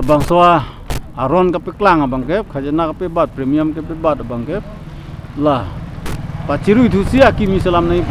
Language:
Karbi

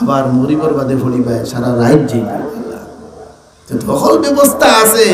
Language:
Sylheti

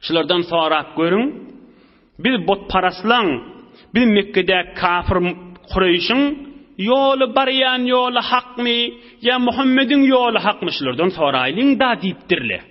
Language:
Turkmen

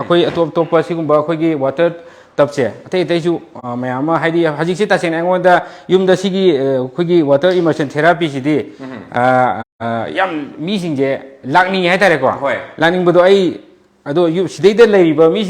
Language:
Manipuri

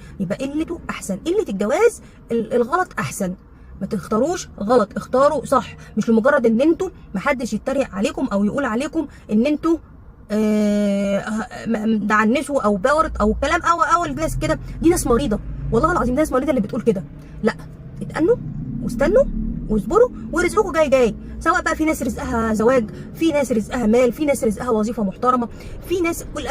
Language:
Egyptian Arabic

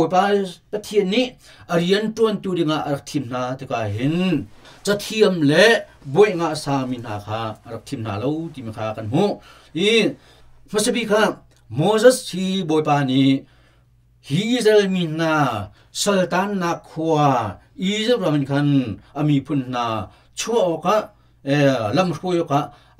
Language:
Hakha Chin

